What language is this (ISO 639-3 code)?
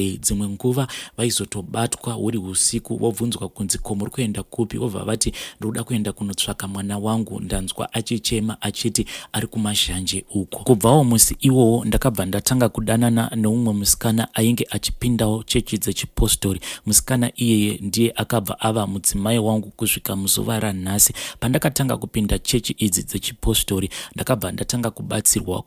sna